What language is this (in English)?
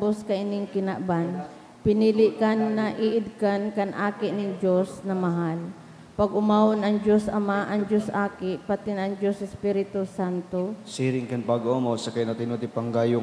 Bikol